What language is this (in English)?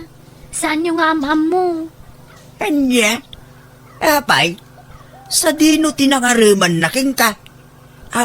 Iloko